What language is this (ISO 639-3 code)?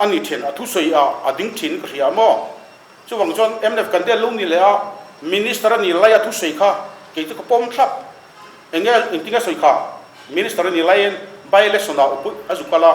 lus